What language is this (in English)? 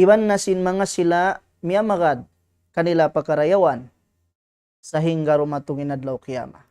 Tausug